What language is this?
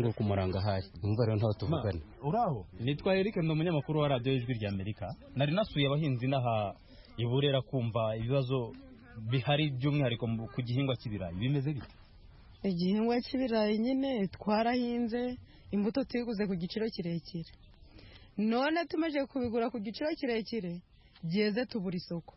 Kinyarwanda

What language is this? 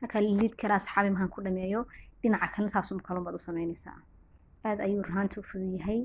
Somali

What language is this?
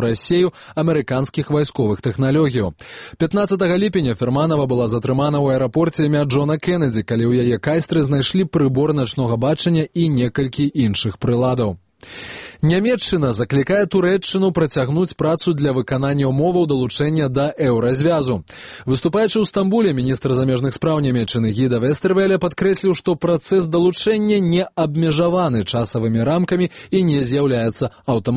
Belarusian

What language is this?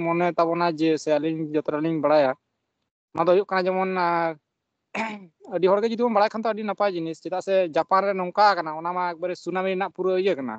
Santali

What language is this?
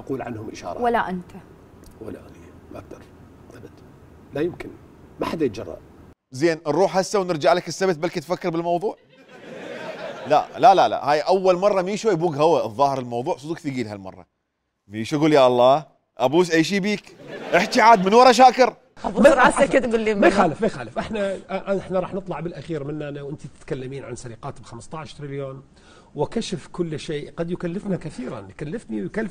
Mesopotamian Arabic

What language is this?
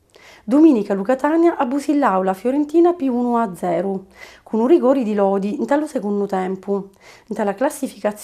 Sicilian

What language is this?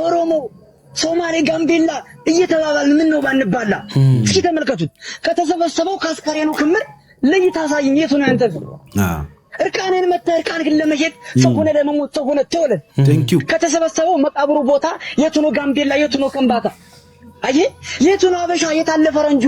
Amharic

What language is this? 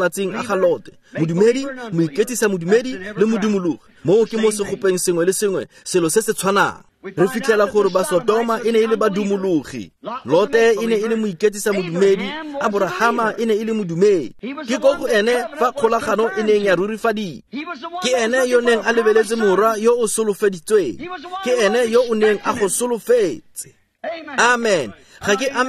Tswana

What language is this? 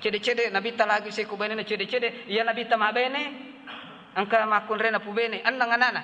Buginese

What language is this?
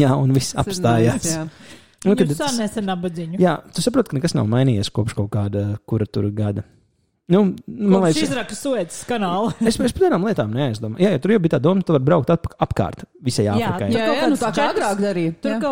Latvian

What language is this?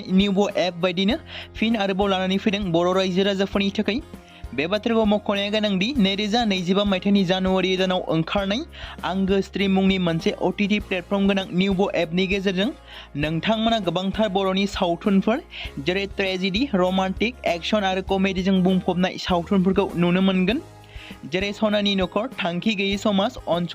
Bodo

